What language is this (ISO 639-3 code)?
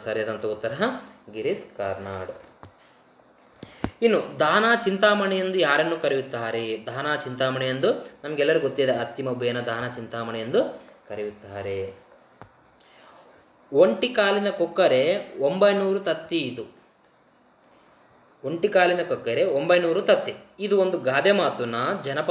kan